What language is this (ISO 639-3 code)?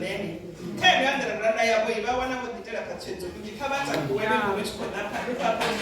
ven